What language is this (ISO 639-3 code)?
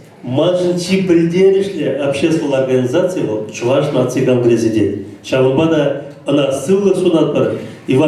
chv